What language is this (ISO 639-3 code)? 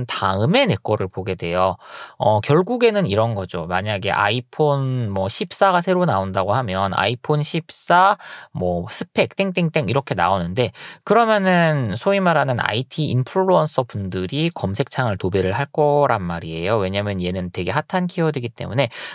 kor